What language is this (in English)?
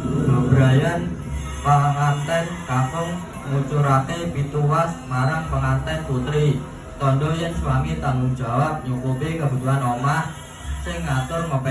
Javanese